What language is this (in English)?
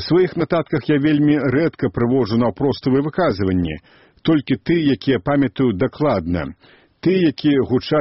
Belarusian